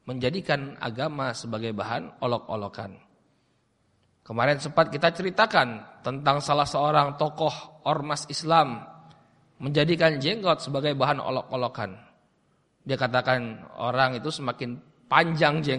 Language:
Indonesian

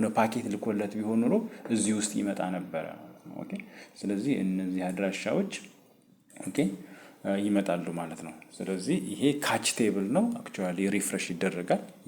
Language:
Amharic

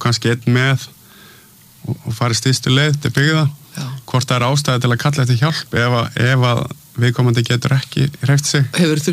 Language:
Icelandic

